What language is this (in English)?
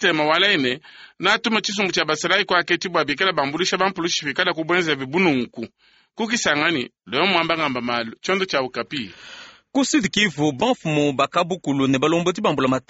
Luba-Lulua